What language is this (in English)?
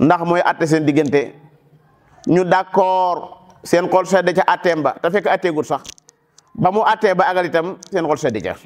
Wolof